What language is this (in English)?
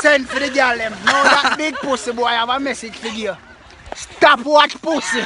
Jamaican Creole English